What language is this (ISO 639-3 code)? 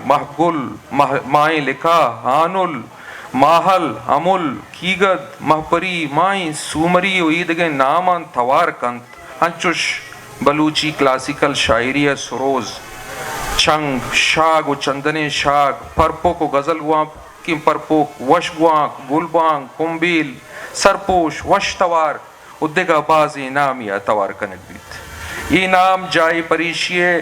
bgp